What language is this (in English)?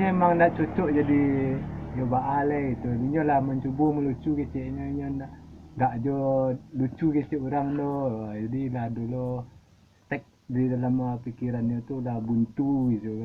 Minangkabau